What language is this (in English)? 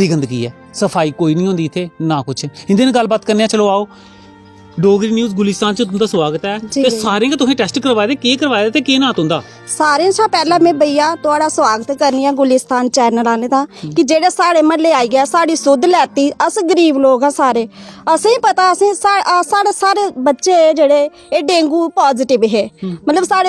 Dogri